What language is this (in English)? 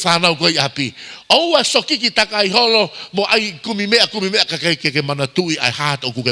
Tongan